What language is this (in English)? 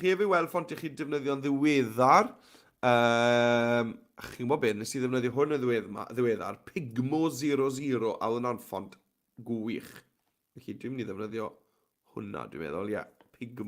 Welsh